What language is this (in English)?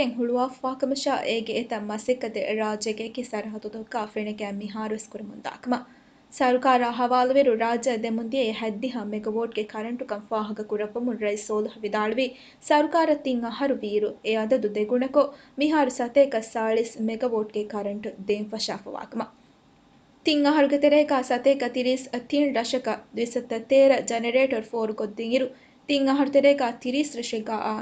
Divehi